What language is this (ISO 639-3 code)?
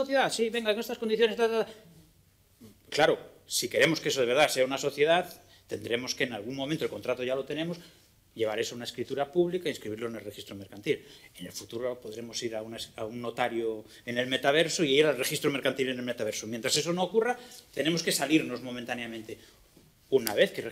spa